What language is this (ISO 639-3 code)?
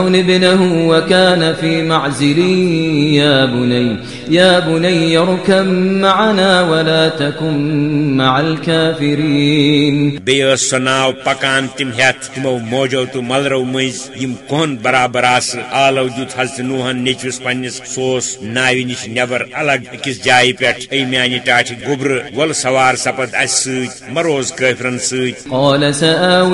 kas